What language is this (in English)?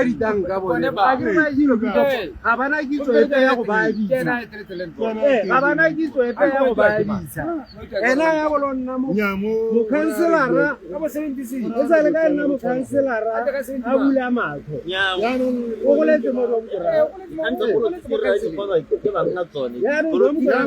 Tswana